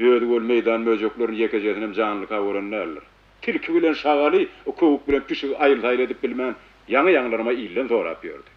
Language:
Turkmen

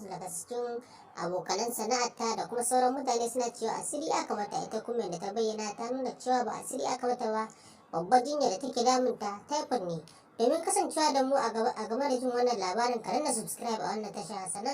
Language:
Hausa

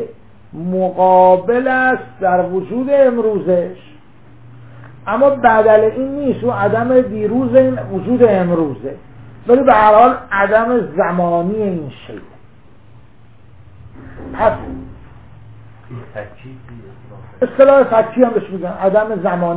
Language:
Persian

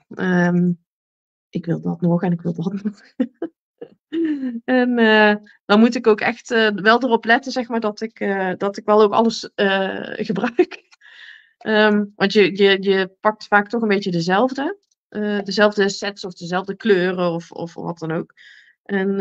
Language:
Dutch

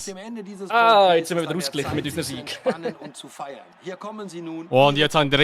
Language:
Swiss German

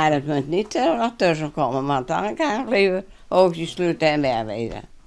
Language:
Western Frisian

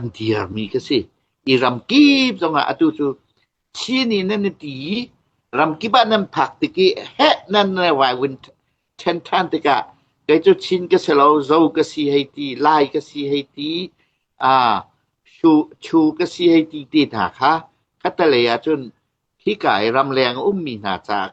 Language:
Hakha Chin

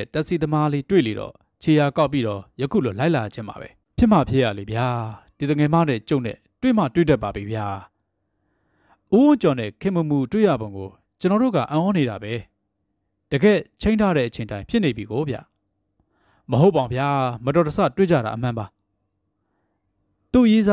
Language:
Burmese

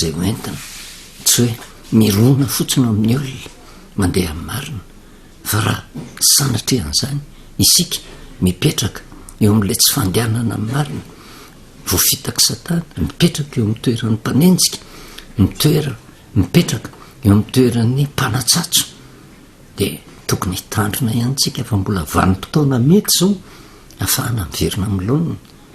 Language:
Malagasy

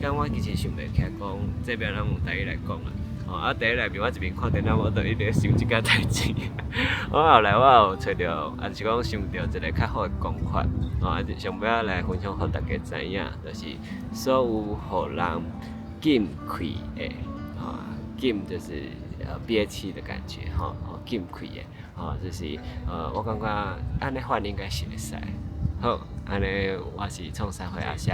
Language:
Min Nan Chinese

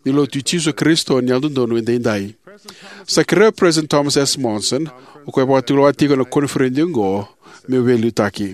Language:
Fijian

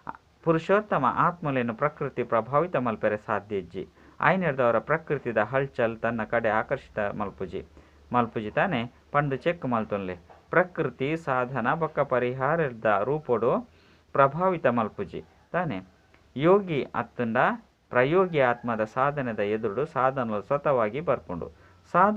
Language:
Tulu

